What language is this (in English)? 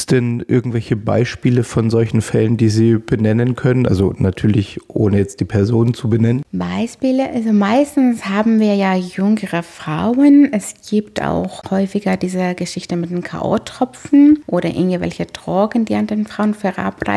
German